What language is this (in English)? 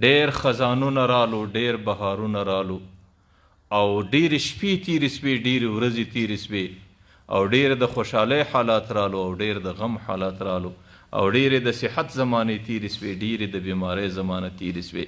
Pashto